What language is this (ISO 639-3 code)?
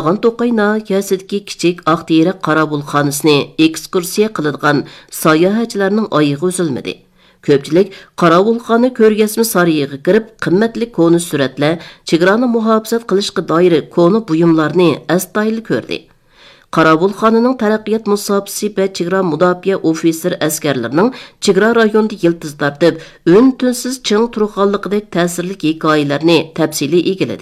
uig